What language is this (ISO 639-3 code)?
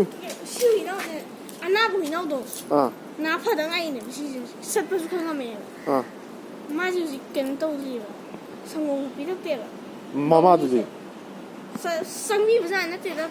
mni